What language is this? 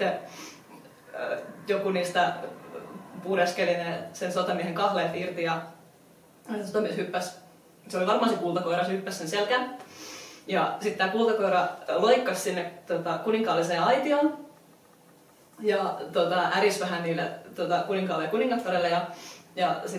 Finnish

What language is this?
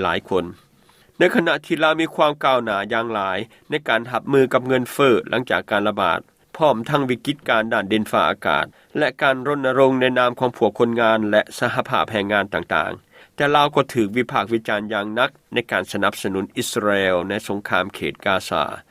Lao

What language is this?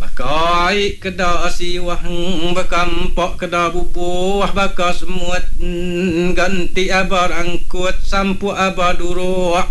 Iban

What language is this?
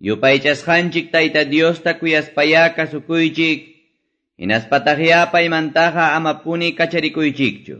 Quechua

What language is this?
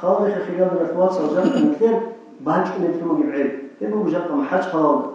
Avaric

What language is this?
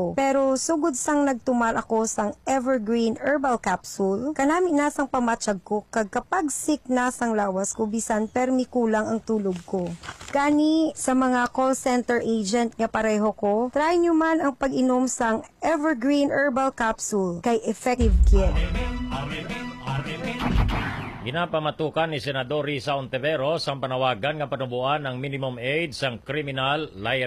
Hiligaynon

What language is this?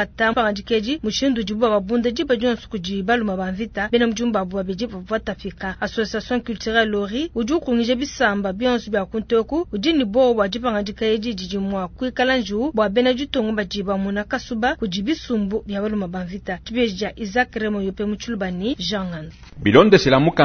Luba-Lulua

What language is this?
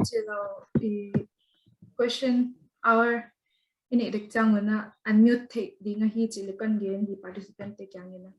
Paite Chin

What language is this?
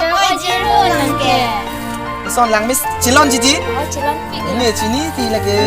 Karbi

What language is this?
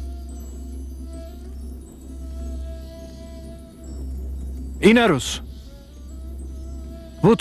Turkish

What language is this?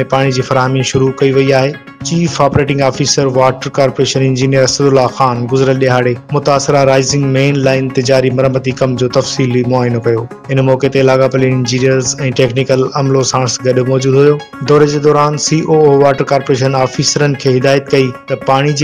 Sindhi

